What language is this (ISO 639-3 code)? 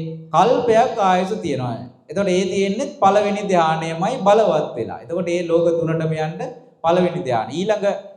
sin